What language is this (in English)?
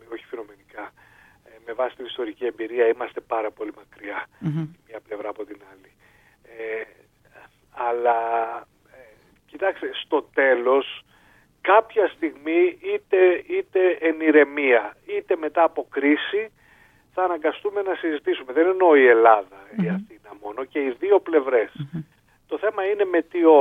Greek